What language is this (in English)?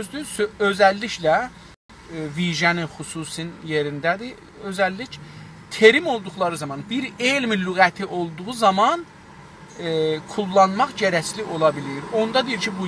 South Azerbaijani